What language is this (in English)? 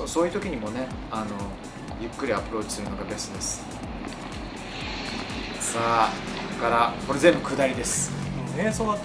Japanese